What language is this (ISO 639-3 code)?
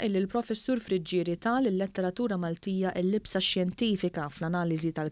mlt